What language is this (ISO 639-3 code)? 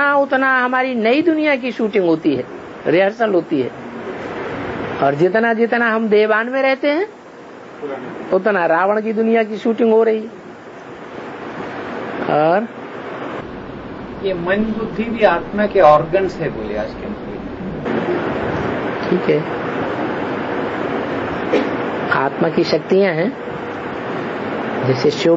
hin